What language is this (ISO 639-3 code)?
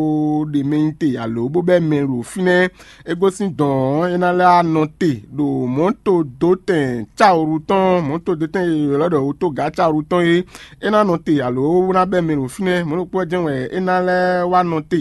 fon